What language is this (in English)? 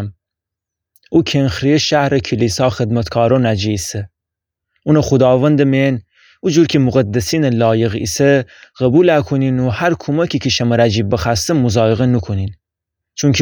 Gilaki